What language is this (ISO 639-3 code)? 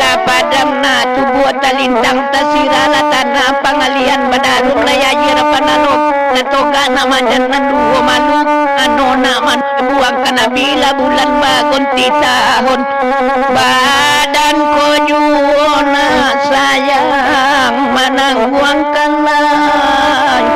min